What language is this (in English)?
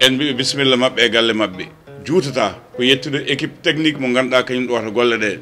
Fula